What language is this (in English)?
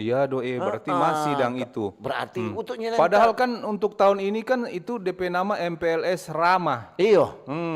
Manado Malay